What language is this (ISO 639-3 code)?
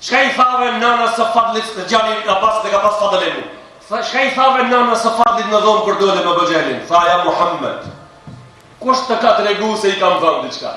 sqi